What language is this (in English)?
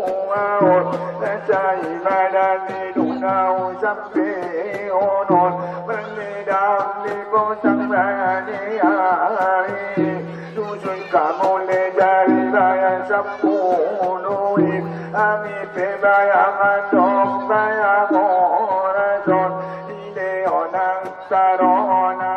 Batak Angkola